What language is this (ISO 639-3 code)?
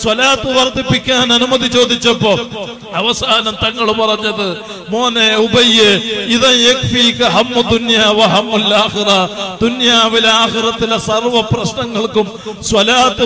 mal